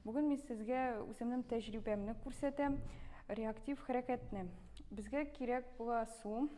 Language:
Tatar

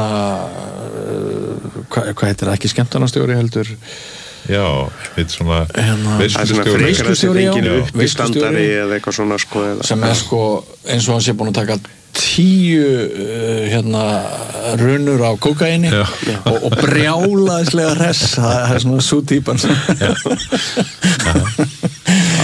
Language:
Icelandic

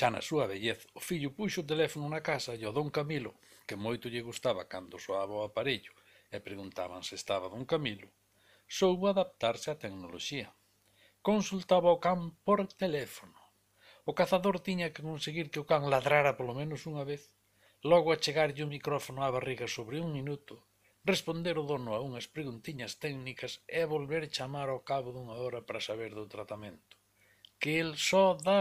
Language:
Galician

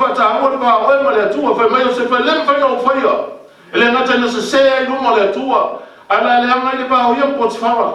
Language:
Samoan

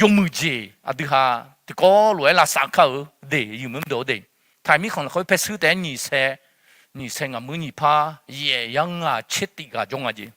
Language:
Akha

